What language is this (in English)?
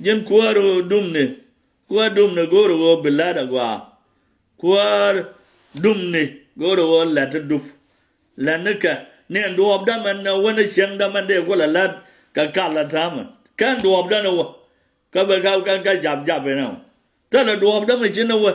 Nuer